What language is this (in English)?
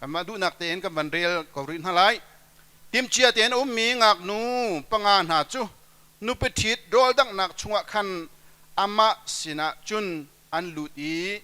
Hakha Chin